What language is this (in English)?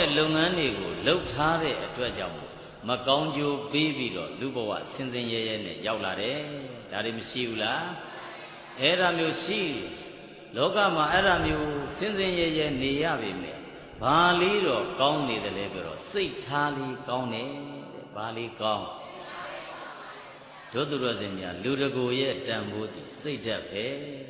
Burmese